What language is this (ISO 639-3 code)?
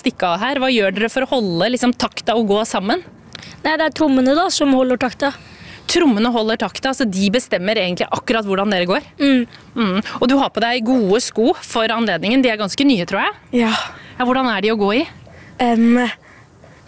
nor